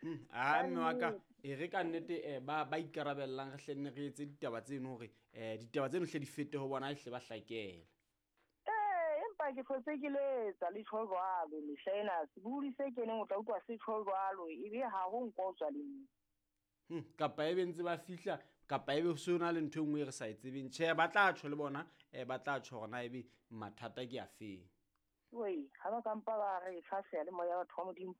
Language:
Southern Sotho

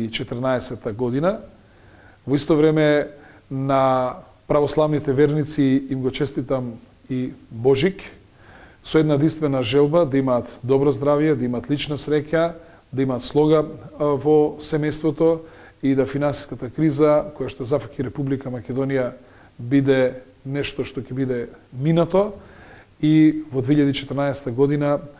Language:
Macedonian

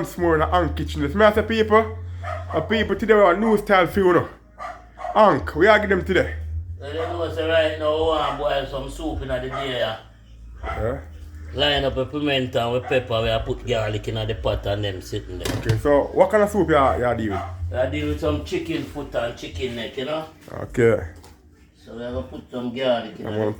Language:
Jamaican Creole English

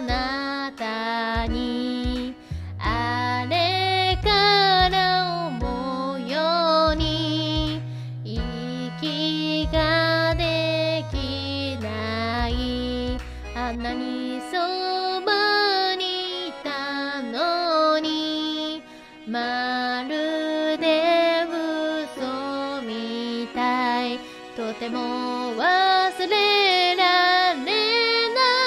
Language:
Japanese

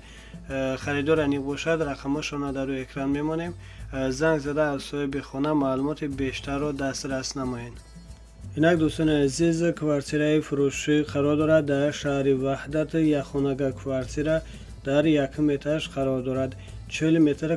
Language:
Tajik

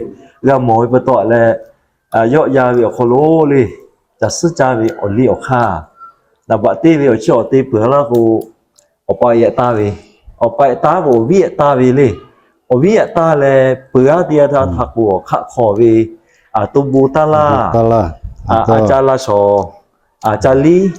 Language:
Lahu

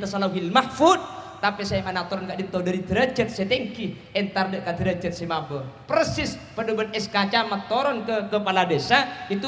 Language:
Madurese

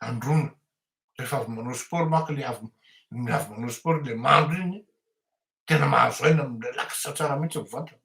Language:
Malagasy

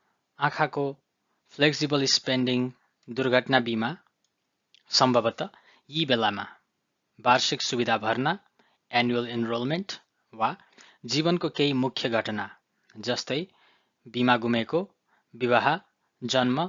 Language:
Nepali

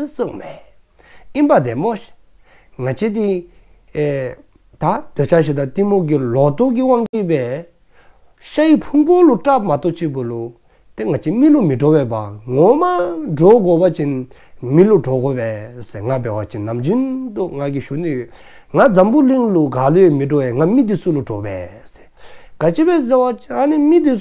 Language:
Dzongkha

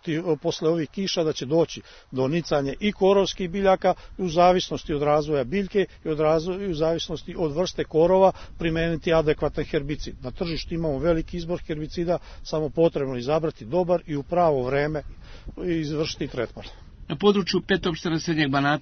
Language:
Serbian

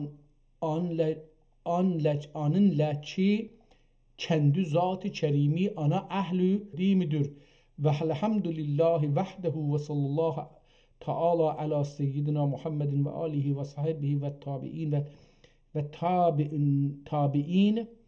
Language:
South Azerbaijani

